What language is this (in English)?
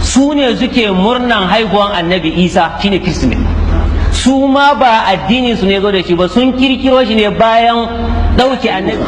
Hausa